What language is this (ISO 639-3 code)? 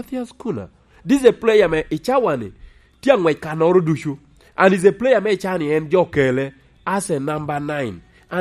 laj